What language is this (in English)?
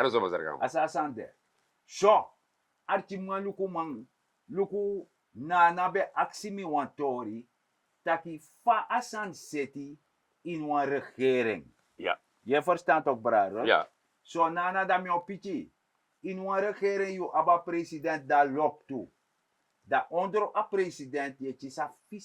Sranan Tongo